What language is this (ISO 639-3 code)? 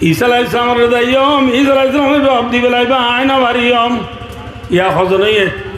rhg